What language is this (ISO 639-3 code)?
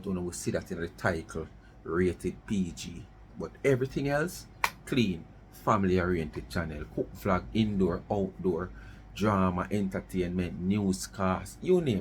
jam